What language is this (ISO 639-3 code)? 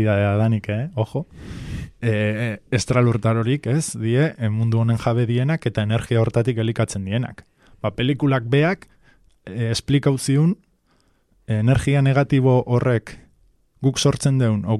eus